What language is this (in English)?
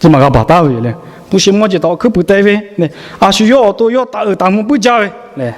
Lahu